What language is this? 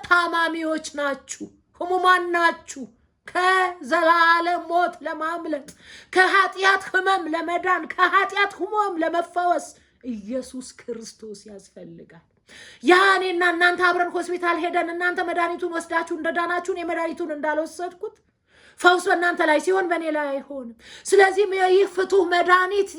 Amharic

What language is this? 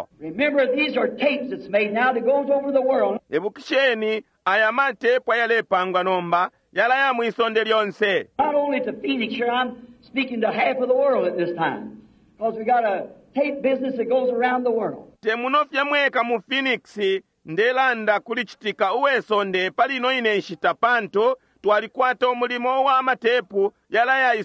Bemba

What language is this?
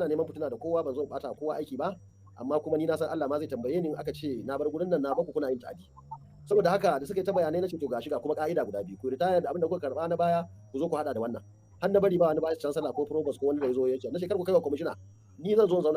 Hausa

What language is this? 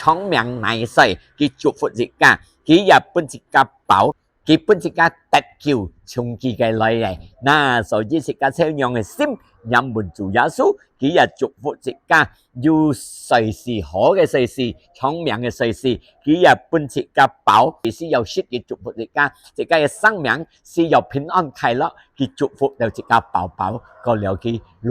Hakka Chinese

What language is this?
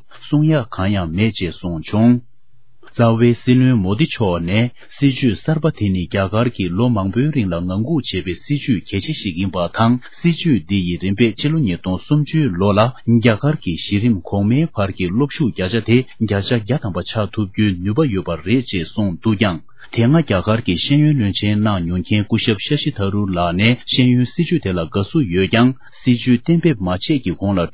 Tibetan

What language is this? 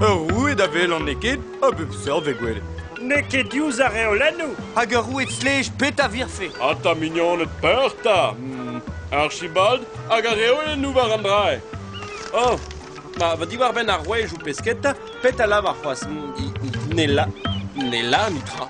Breton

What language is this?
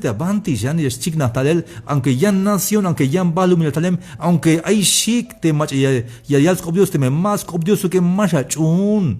Tzeltal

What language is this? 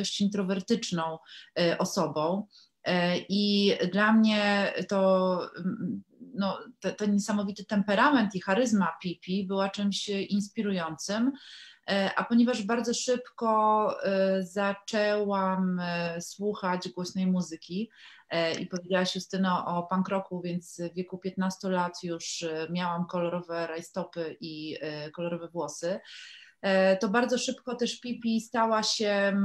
Polish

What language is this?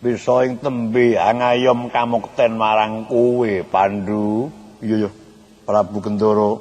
Javanese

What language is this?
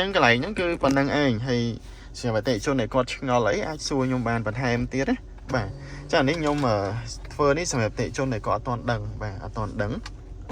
Khmer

